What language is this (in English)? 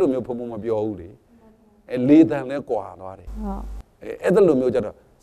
Burmese